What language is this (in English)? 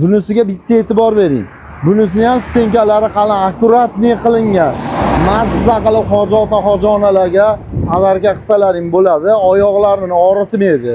Uzbek